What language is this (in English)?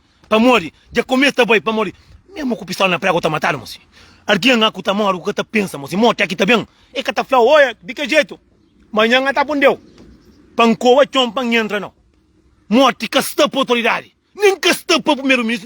Kabuverdianu